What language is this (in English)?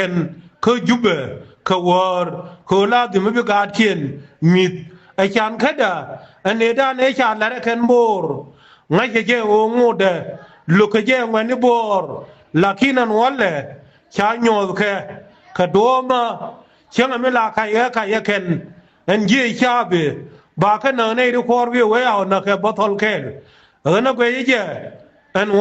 Nuer